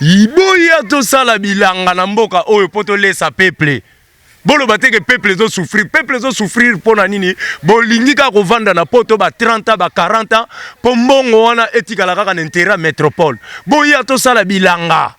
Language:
Lingala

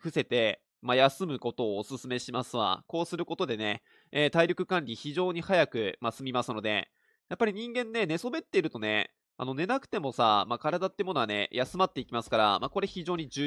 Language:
Japanese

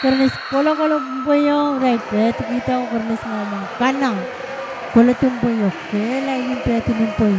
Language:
Pohnpeian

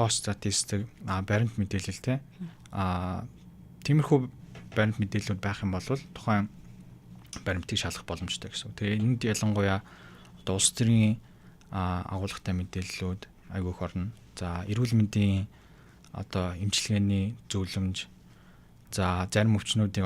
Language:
Mongolian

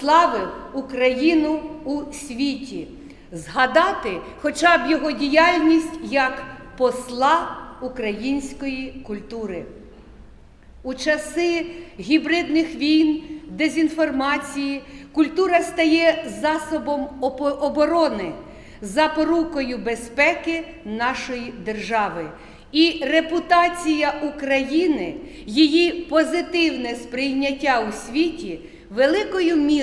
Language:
Ukrainian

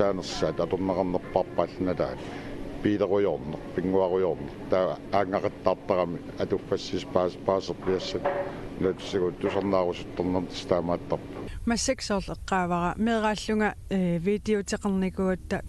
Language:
Kalaallisut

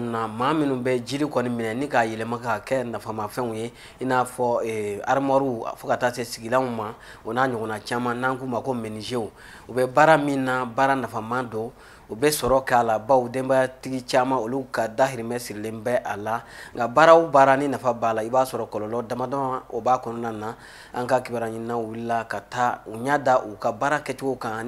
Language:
Bambara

